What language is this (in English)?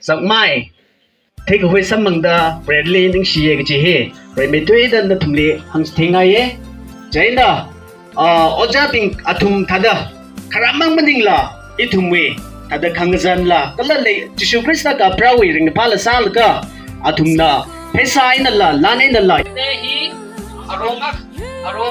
Tangkhul Naga (India)